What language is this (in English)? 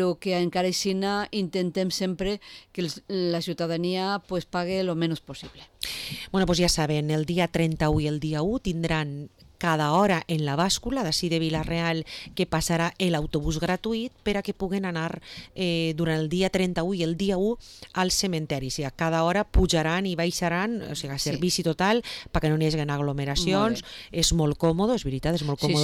Catalan